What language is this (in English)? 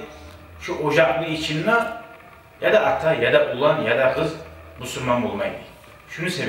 Kumyk